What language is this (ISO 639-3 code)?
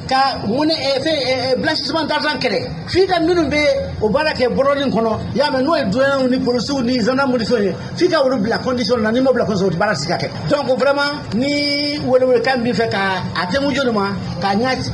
bam